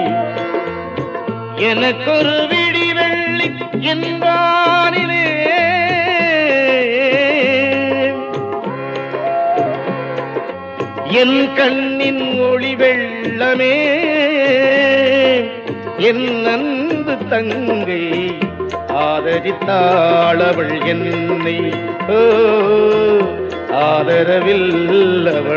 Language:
Tamil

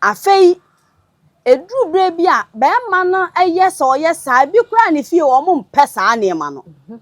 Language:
Akan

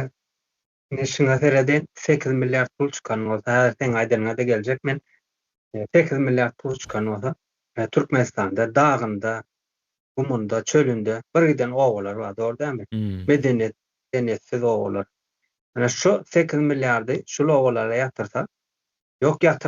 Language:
Turkmen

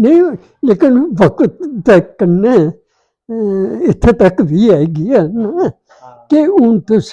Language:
Dogri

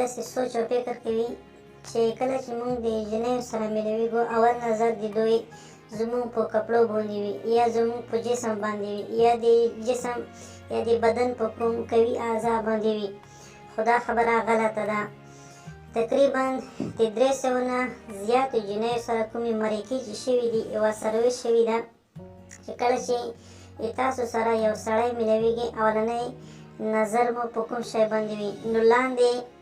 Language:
Pashto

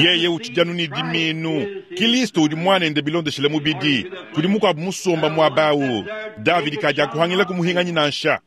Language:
Luba-Lulua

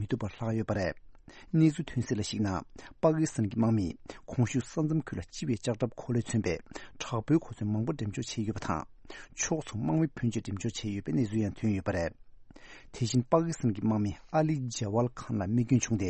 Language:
Tibetan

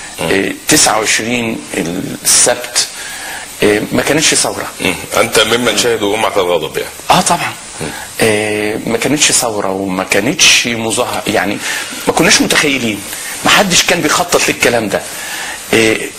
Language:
Egyptian Arabic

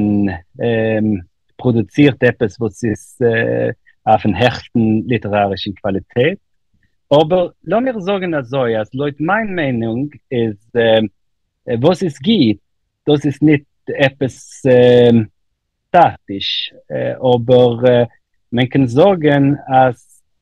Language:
Yiddish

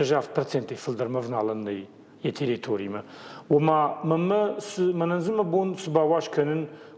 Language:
Ossetic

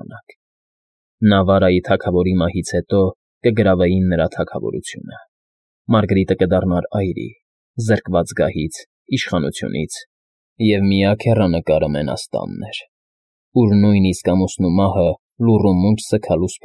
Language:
Armenian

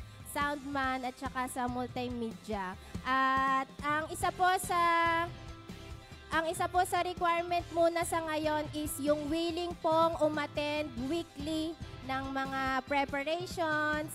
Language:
Filipino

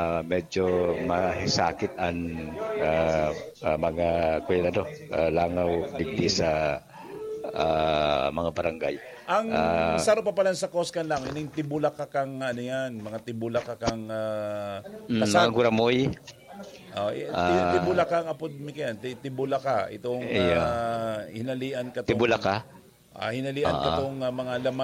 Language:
Bikol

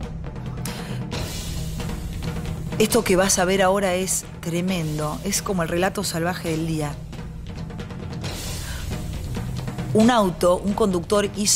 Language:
Spanish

